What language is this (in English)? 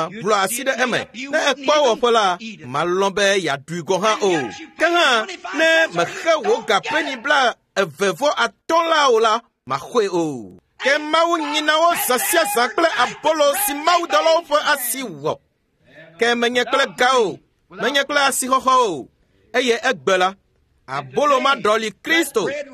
Ewe